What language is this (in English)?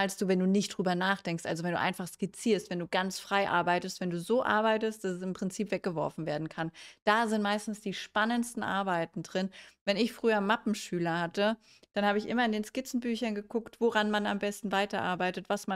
German